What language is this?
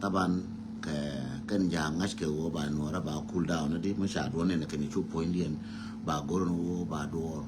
Nuer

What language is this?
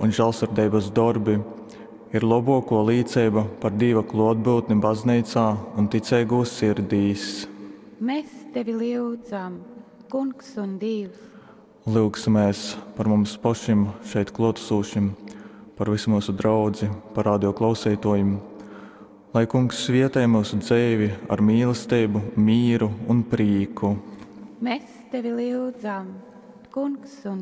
Latgalian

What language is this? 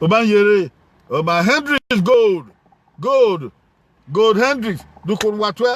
Bini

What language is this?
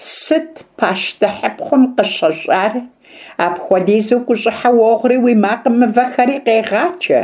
Kabardian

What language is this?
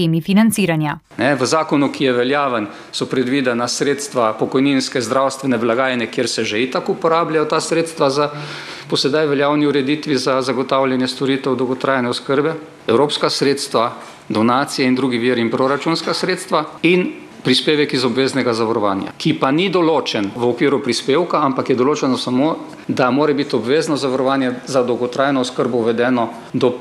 Slovenian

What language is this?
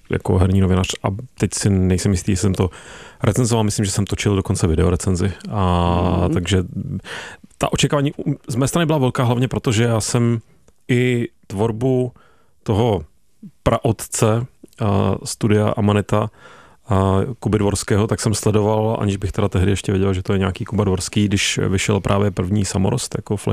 Czech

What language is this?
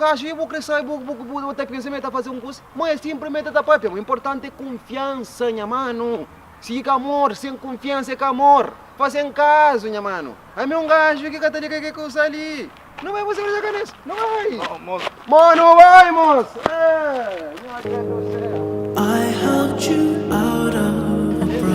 Kabuverdianu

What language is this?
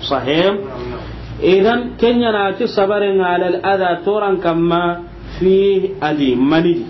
Soninke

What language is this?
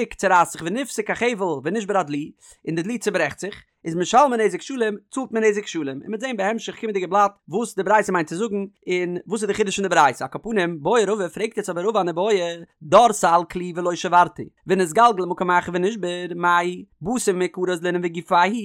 Yiddish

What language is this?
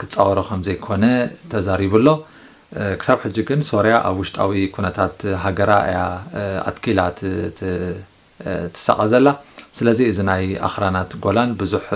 Tigrinya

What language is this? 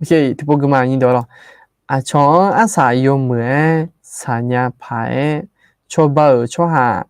Akha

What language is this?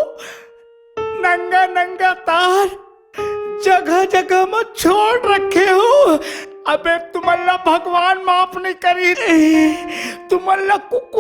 Chhattisgarhi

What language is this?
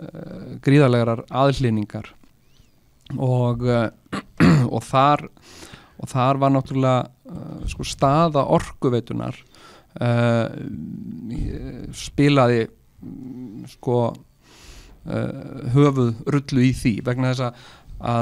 Icelandic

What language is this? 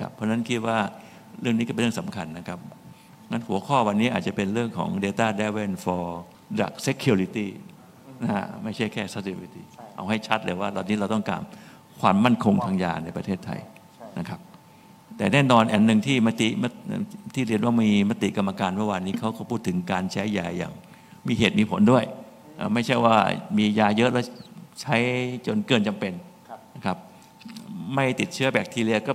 Thai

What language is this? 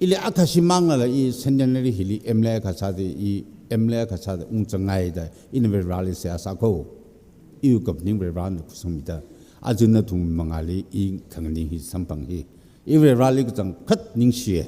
Tangkhul Naga (India)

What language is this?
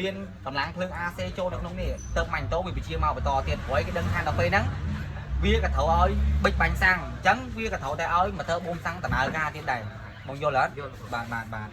Khmer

